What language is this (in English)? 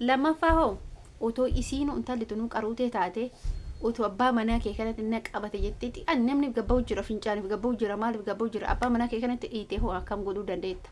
Oromo